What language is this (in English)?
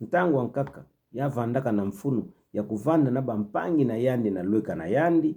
Kituba (Democratic Republic of Congo)